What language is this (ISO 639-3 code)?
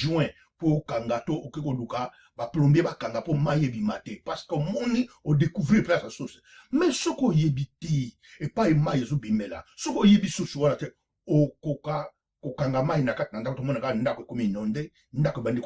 lin